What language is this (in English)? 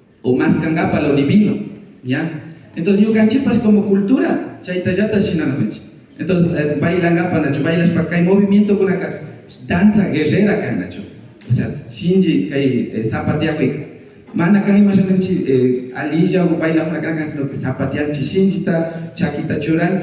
Imbabura Highland Quichua